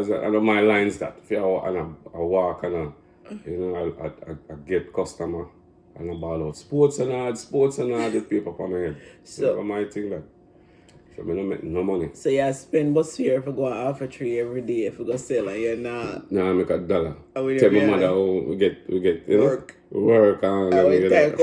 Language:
Jamaican Creole English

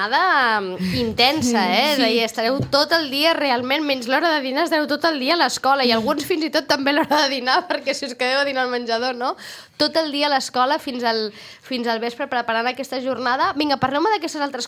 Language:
Catalan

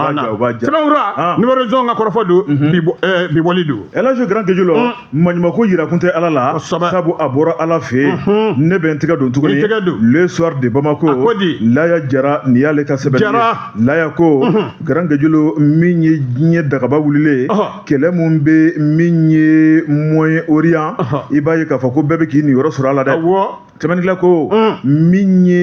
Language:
Bambara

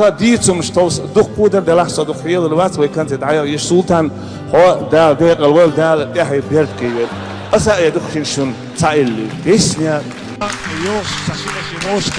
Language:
Chechen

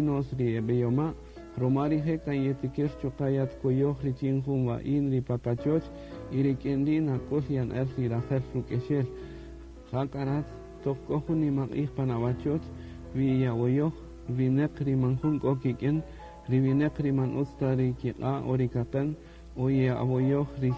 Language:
Kaqchikel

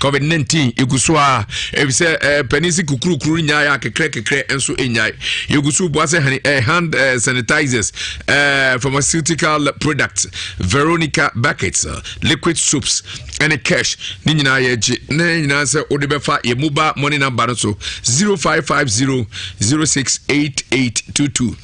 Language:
Akan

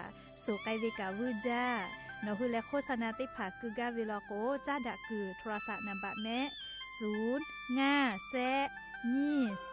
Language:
Lahu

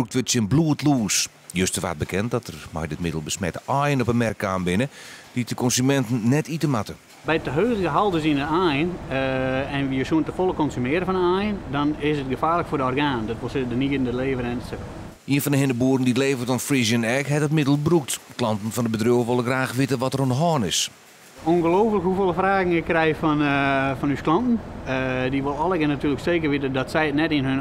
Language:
Western Frisian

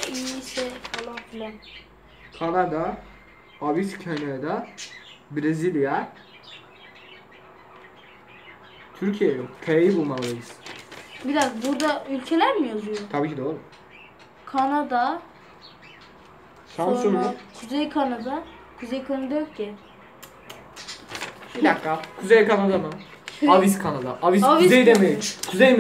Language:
Turkish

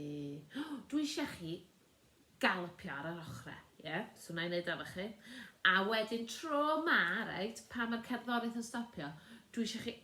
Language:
Welsh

